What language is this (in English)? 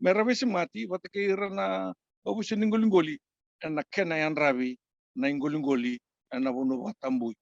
Fijian